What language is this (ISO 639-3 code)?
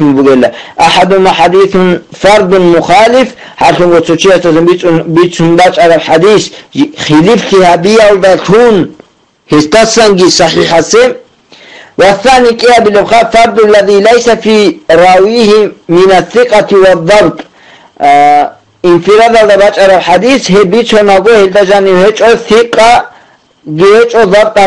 ava